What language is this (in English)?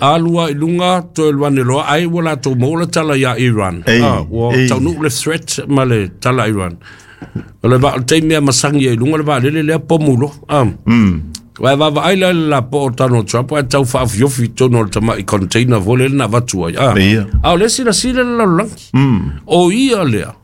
Samoan